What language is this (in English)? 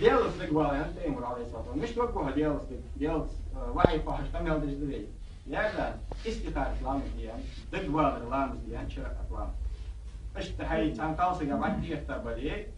Ingush